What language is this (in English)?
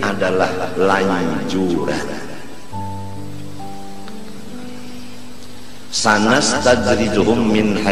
Banjar